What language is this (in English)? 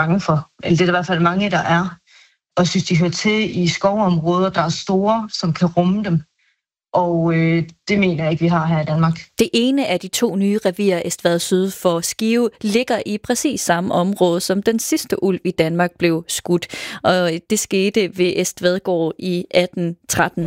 Danish